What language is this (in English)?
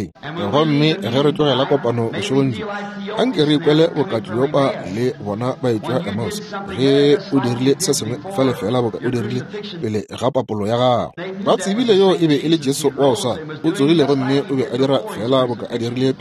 Northern Sotho